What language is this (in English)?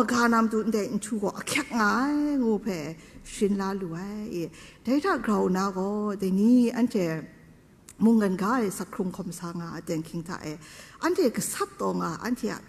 Kachin